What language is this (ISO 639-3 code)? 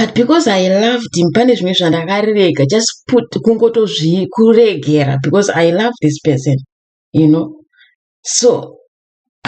sna